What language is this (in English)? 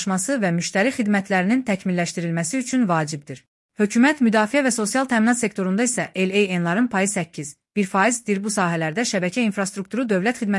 Azerbaijani